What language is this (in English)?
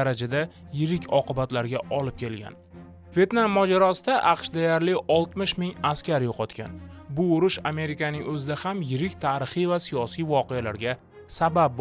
Uzbek